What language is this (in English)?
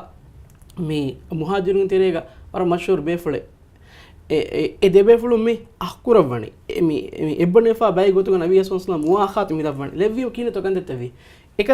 Divehi